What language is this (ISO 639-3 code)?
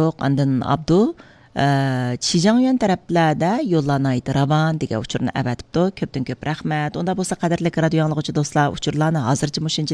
uig